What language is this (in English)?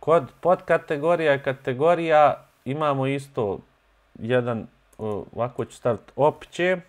Bosnian